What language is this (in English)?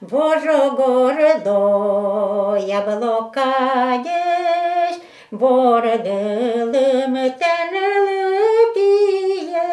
Udmurt